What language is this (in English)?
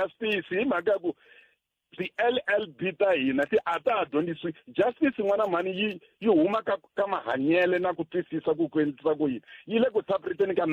Tsonga